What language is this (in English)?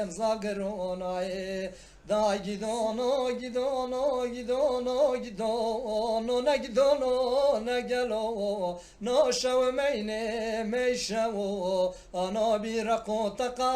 Zaza